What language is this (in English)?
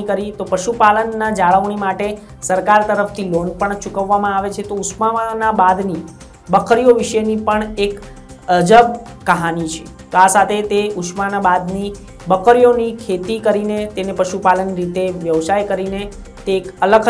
Gujarati